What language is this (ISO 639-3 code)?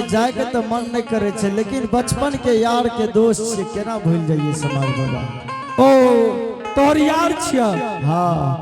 anp